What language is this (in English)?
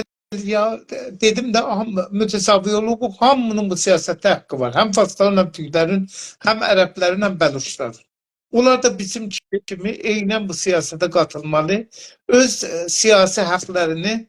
South Azerbaijani